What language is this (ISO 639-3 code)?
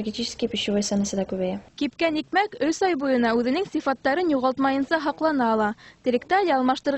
bak